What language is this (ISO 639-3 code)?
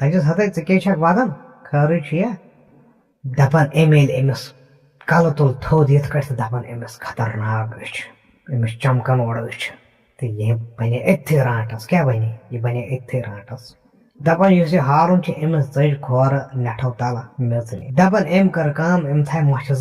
kas